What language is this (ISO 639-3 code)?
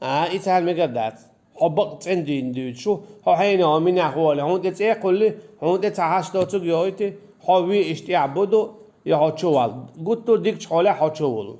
che